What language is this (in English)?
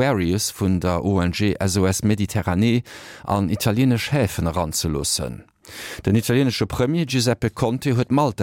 Luxembourgish